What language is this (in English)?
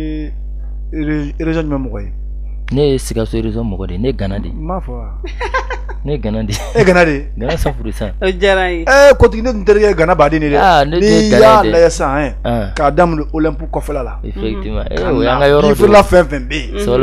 Bambara